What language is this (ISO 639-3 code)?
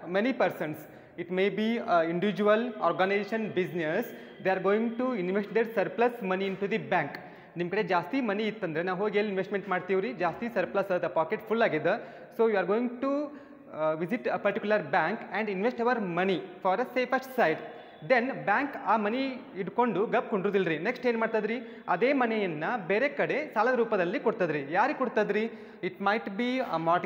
kan